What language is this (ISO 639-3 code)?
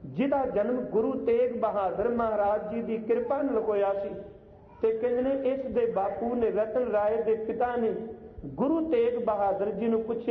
pan